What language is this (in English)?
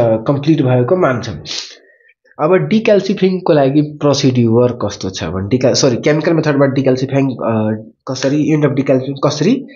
Nepali